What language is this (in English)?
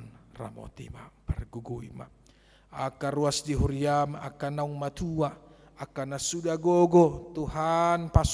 Batak Toba